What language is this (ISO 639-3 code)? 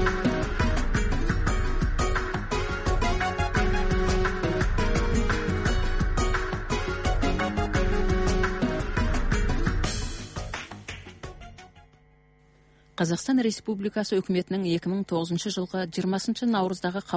kaz